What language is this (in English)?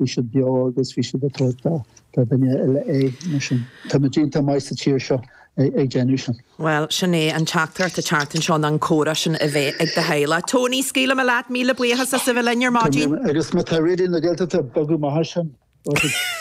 Irish